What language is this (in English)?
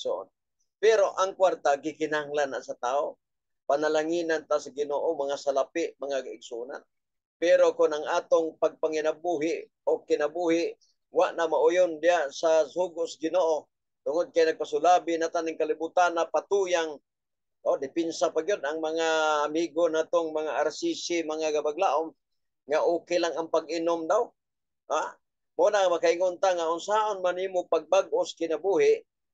Cebuano